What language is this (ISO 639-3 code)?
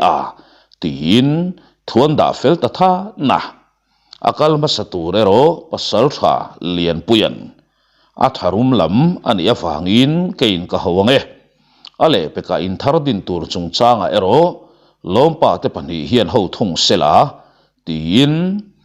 lus